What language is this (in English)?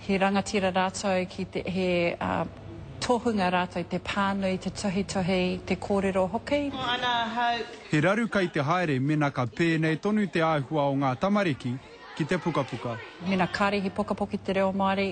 Māori